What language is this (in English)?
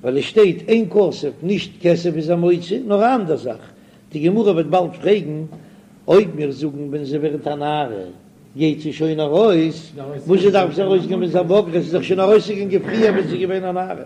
Yiddish